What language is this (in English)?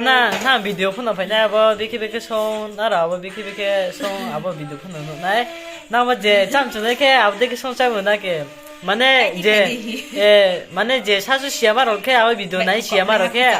Riang (India)